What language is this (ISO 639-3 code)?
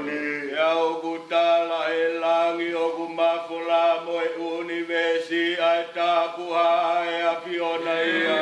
ton